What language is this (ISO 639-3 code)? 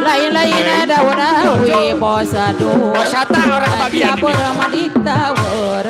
bew